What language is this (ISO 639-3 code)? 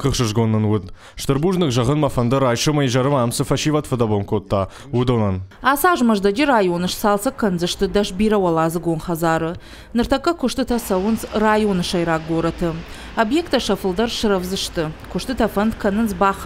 oss